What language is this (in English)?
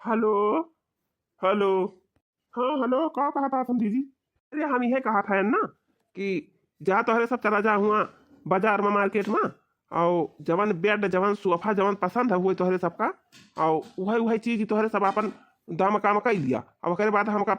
Awadhi